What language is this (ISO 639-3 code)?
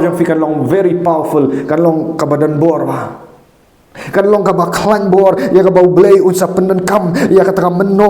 kha